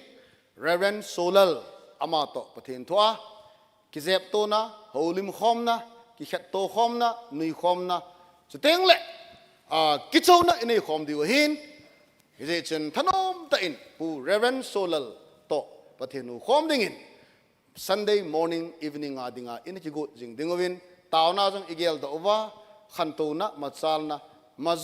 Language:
Thado Chin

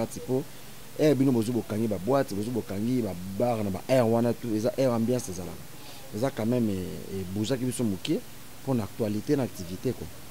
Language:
Lingala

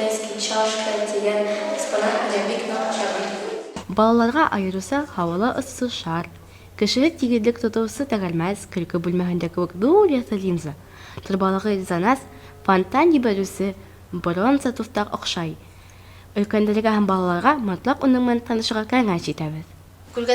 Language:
Bashkir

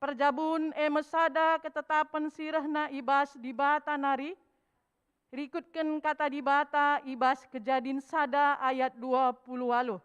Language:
Batak Karo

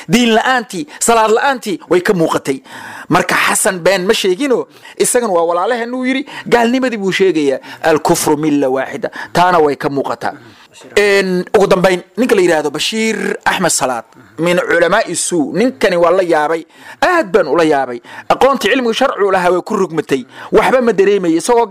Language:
Somali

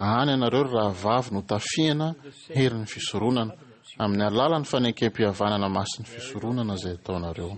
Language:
Malagasy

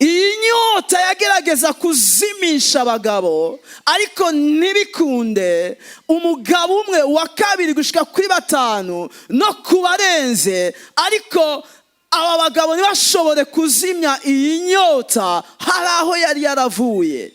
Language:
Rundi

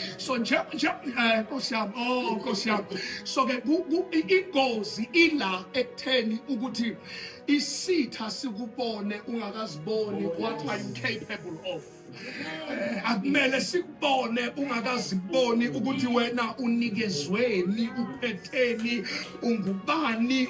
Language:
Zulu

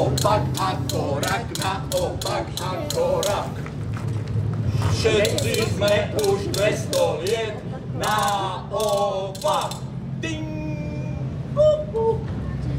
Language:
Slovak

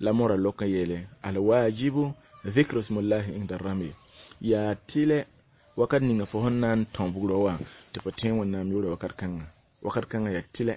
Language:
Mossi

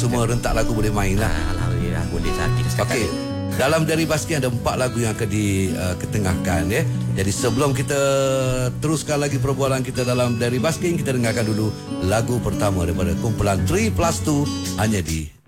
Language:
Malay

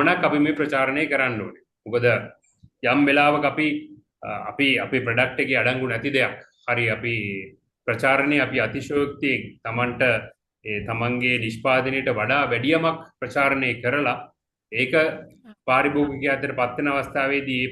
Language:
Sinhala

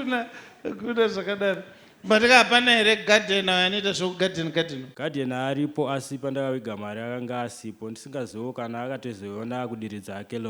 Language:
Shona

